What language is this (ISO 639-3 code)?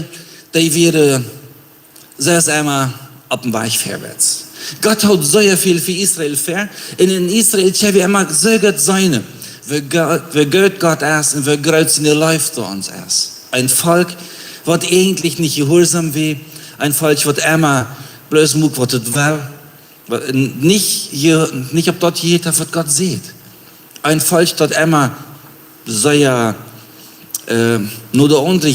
pdt